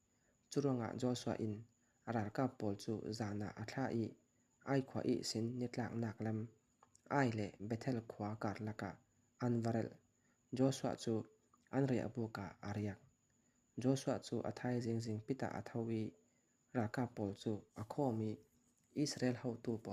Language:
Falam Chin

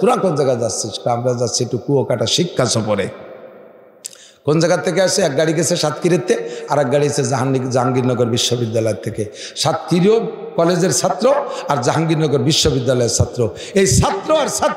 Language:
Bangla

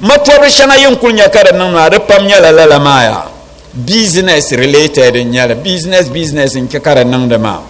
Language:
Dagbani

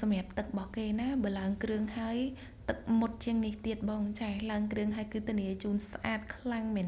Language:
Khmer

